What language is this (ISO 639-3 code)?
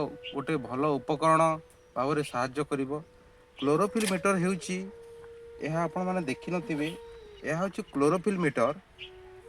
ori